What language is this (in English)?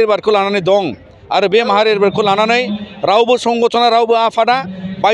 Bodo